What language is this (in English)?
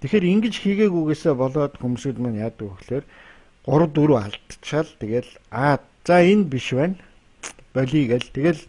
Mongolian